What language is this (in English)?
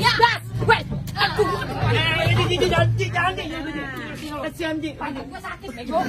Betawi